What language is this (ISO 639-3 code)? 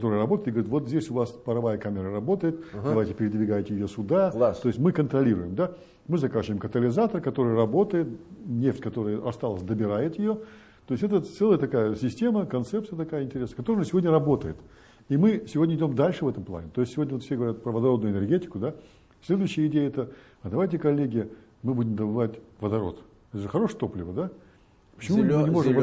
rus